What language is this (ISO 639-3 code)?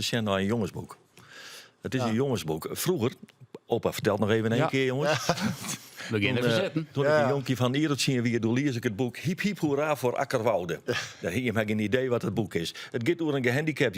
fry